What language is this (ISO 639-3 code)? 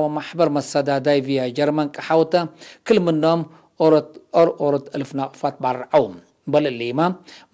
tig